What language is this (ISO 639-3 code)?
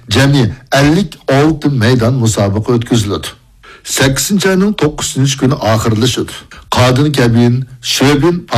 uig